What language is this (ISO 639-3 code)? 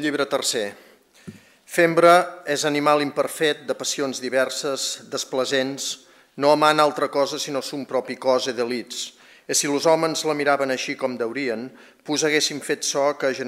cat